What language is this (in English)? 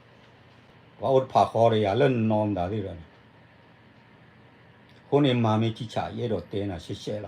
S'gaw Karen